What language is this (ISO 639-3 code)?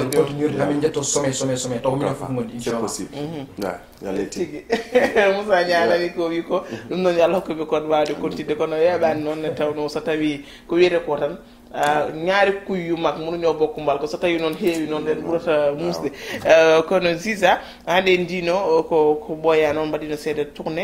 ful